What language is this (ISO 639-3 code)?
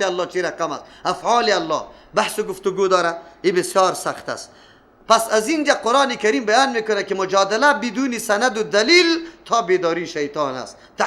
fas